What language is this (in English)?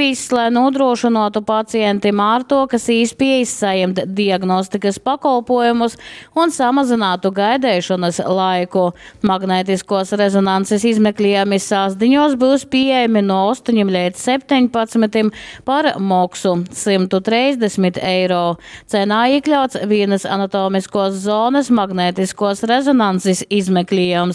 Latgalian